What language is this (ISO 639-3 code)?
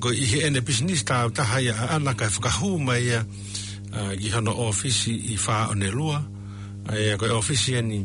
ton